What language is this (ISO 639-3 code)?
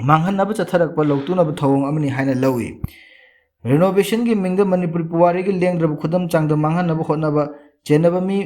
mni